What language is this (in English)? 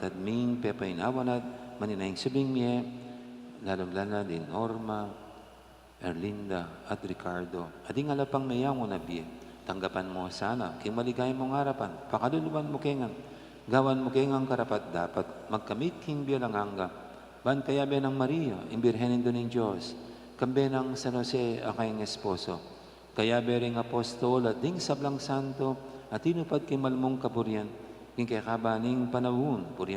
Pampanga